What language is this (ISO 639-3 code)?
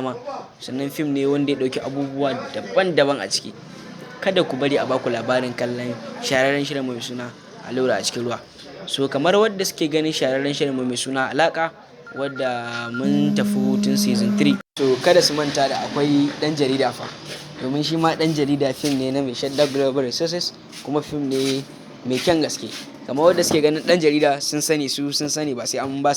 hau